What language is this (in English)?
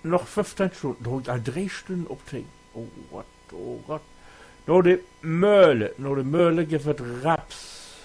Low German